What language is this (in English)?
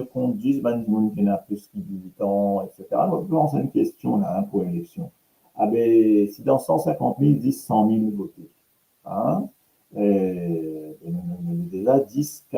Morisyen